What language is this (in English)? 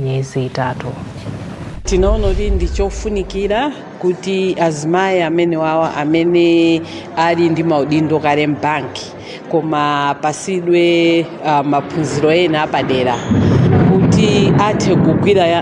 Nyanja